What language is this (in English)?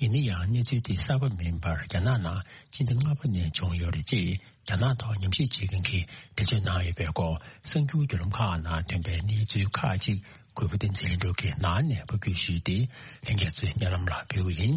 Tibetan